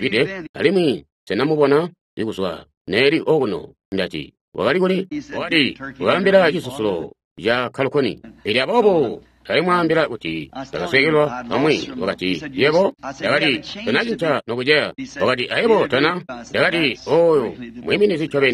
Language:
Tonga (Zambia)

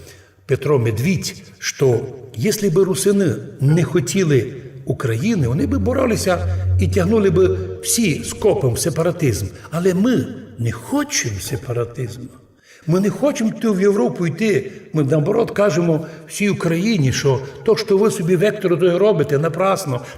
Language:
Rusyn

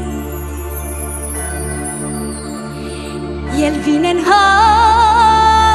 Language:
Romanian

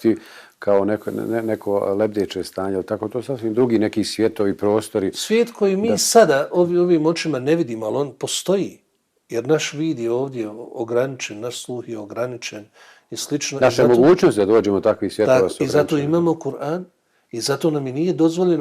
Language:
Bosnian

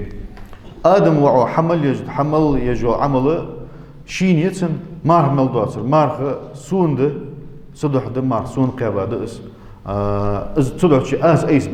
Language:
Ingush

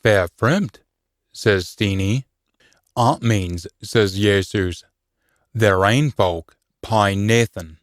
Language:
Scots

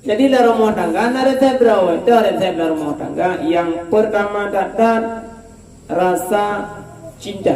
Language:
Achinese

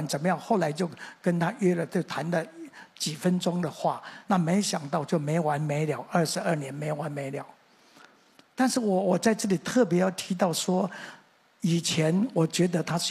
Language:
Chinese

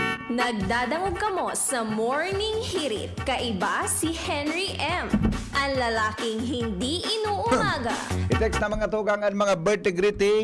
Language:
Bikol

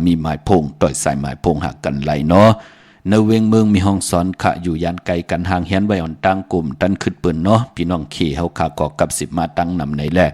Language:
Shan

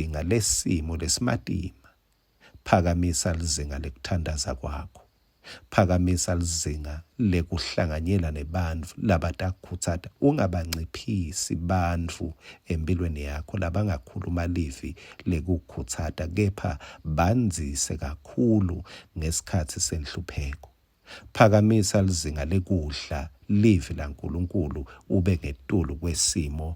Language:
Swati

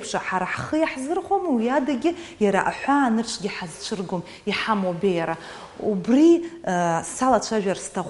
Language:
Abkhazian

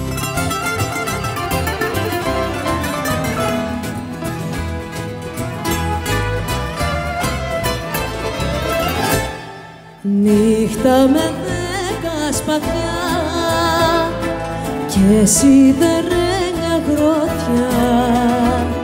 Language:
Greek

